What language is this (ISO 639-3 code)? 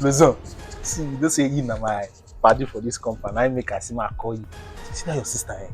pcm